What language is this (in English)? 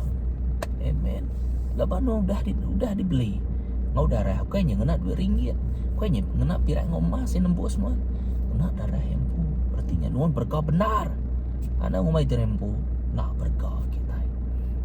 Iban